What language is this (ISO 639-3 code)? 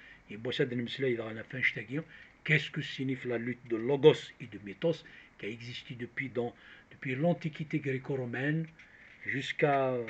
kab